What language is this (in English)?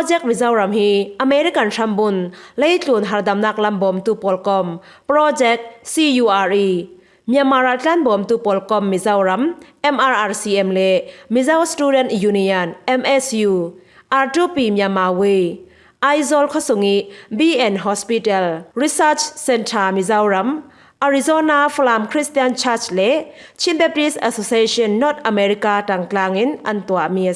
Falam Chin